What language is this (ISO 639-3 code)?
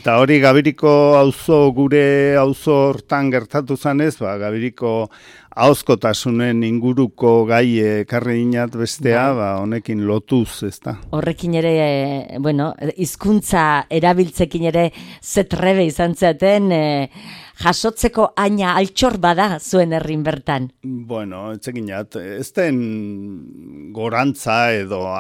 eus